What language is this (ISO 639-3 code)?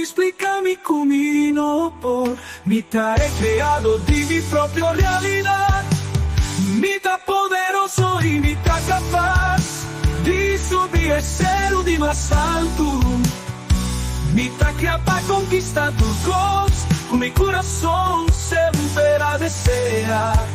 pap